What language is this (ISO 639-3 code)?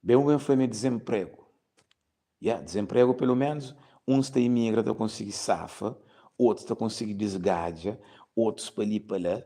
kea